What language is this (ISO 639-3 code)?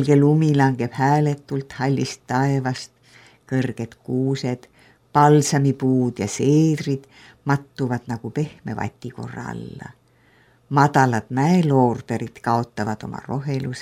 est